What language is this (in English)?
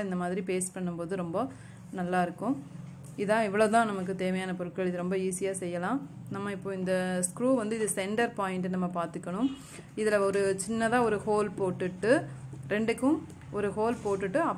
Tamil